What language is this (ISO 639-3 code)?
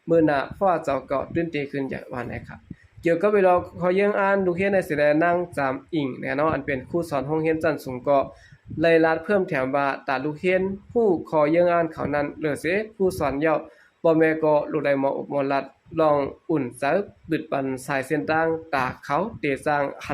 shn